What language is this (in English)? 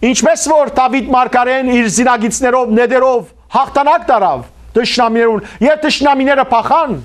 Western Armenian